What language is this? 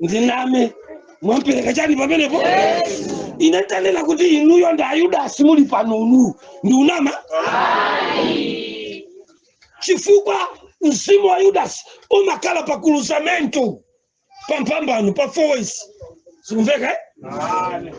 Nyanja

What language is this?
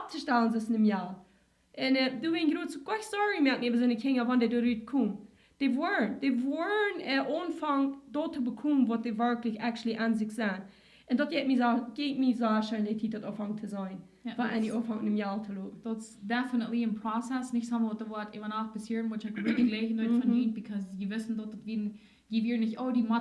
Plautdietsch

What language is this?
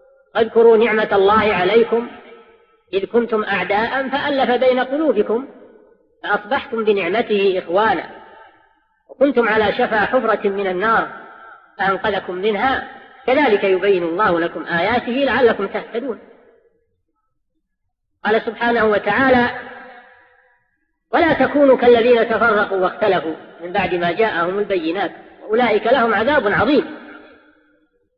Arabic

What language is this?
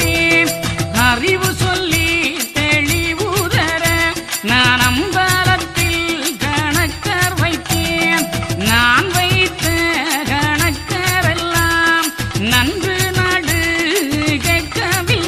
Tamil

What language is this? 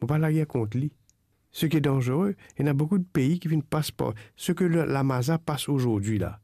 Morisyen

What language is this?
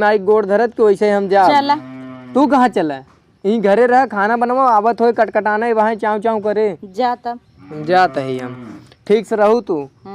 Awadhi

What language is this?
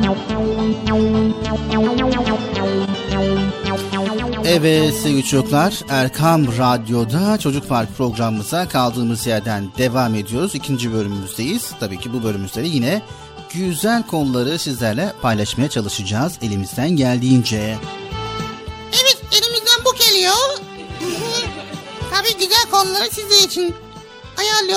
Turkish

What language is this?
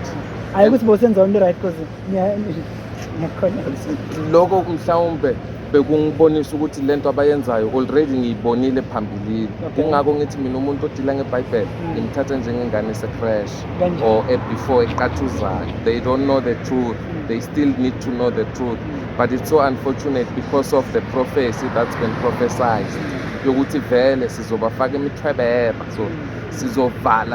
Zulu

